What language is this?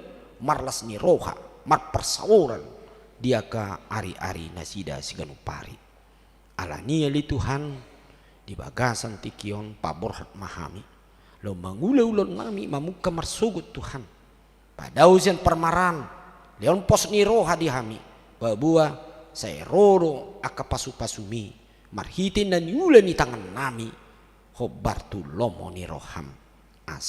Batak Toba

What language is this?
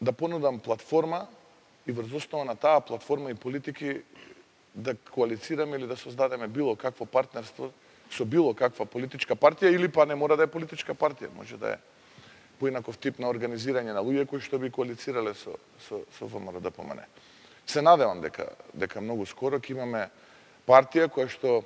Macedonian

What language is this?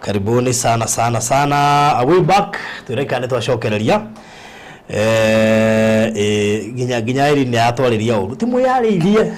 Kikuyu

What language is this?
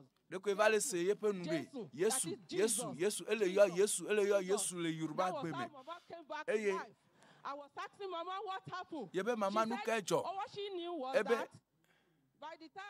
Ewe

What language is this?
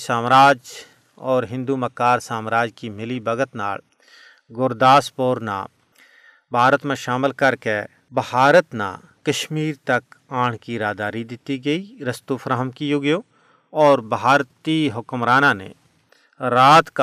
Gujari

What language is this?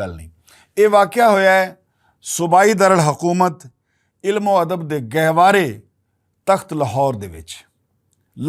Western Panjabi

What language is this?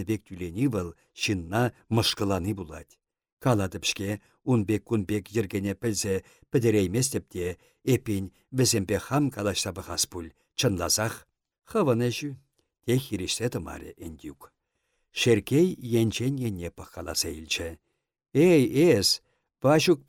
Chuvash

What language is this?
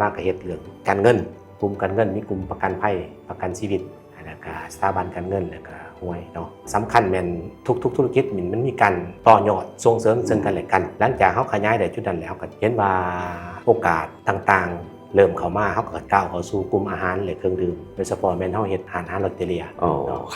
Lao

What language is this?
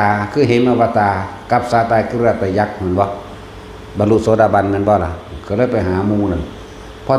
Northeastern Thai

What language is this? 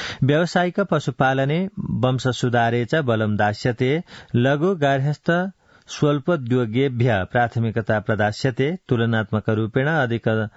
Sanskrit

